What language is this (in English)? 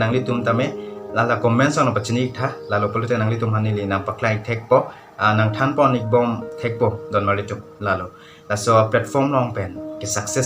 Karbi